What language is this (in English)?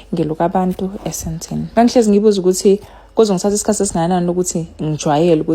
Zulu